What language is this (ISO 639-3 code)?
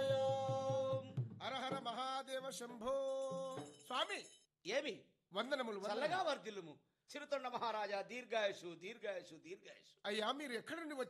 tel